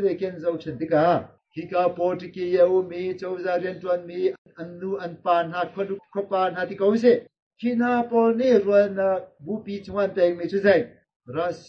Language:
Hakha Chin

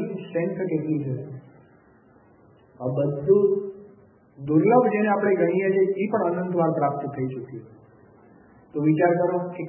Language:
Gujarati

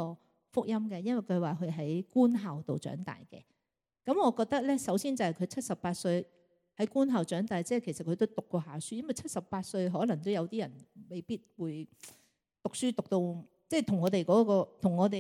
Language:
Cantonese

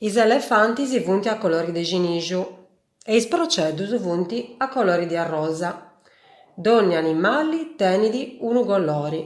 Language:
Sardinian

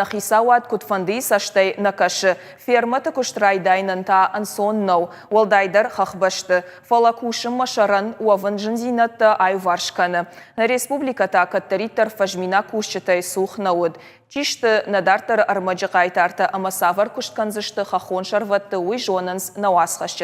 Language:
Ossetic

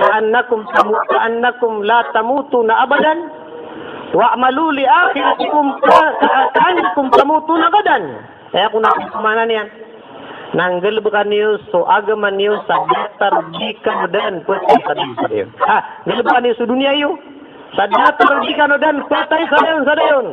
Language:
Maranao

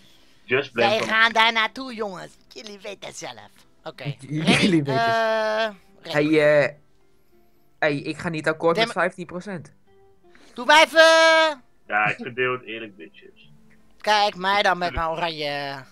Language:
Dutch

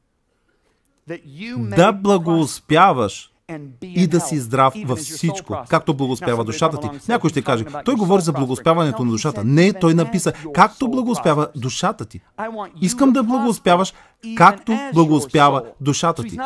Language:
Bulgarian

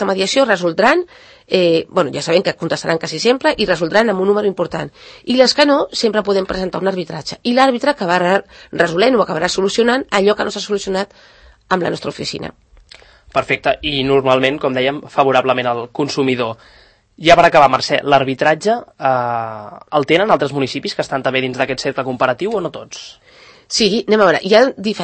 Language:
Catalan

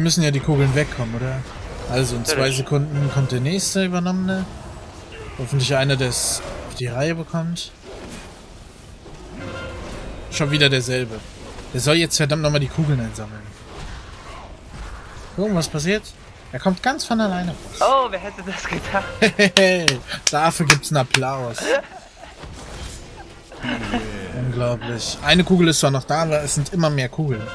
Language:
German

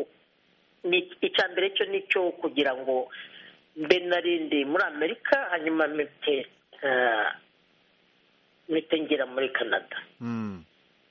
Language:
Kinyarwanda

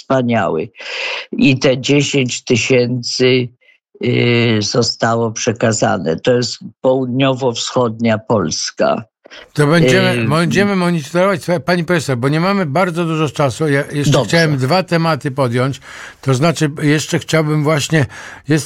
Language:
Polish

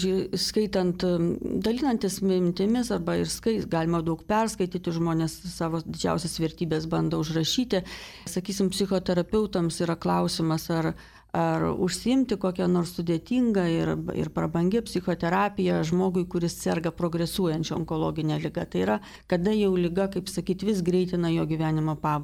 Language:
Lithuanian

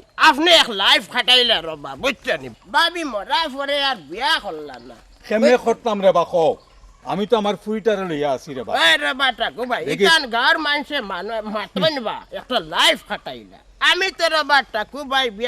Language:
Sylheti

